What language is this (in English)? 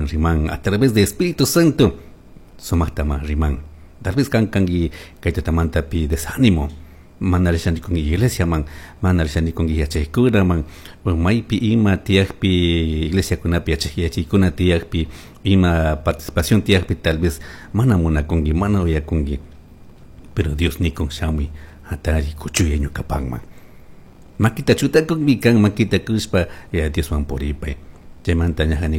Chimborazo Highland Quichua